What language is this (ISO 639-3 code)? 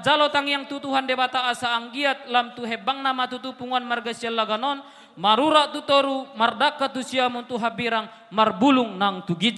bbc